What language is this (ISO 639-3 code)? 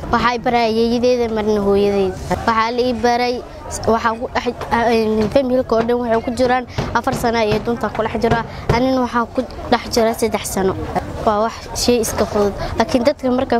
som